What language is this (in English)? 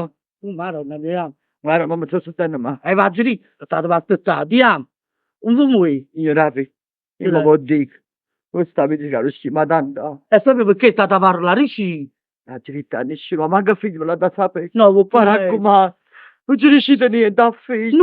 Neapolitan